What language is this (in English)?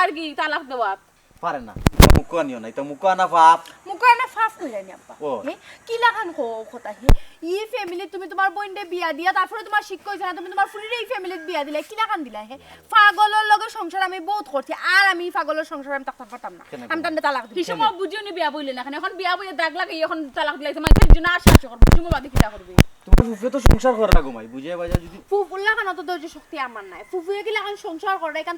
Sylheti